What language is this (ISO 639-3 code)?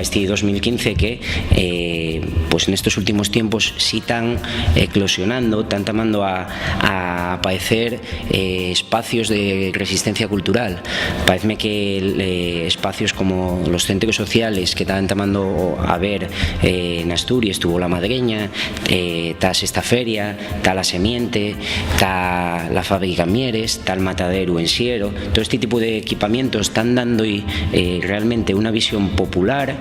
ast